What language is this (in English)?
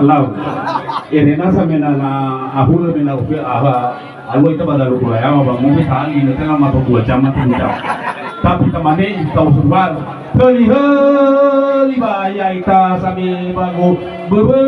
Nias